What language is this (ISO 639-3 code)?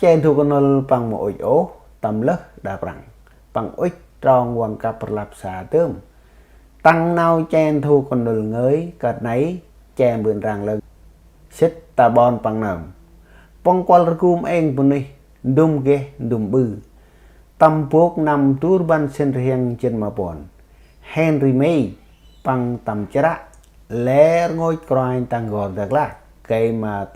cmo